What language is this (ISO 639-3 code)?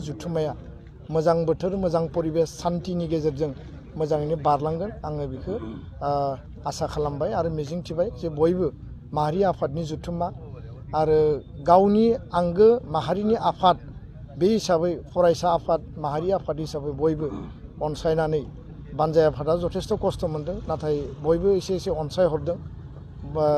brx